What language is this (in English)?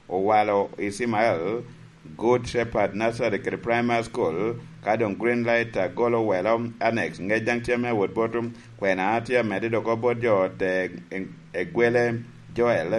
Lango (Uganda)